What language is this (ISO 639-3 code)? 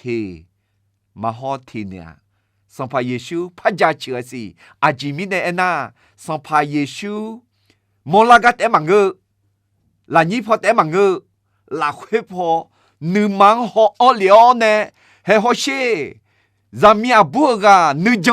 ahk